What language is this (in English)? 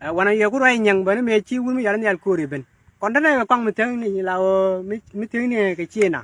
Nuer